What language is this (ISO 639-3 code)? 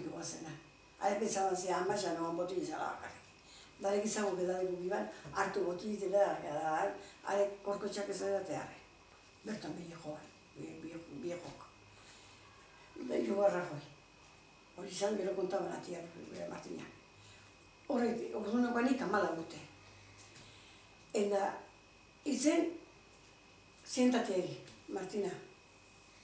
eus